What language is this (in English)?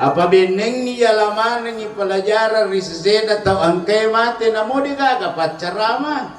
Buginese